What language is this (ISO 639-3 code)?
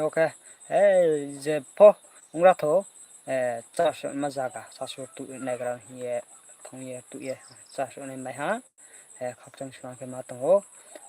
ria